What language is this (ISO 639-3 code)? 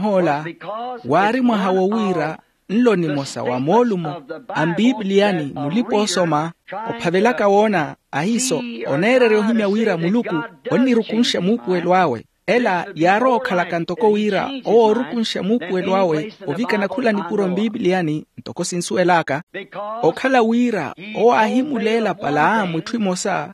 vmw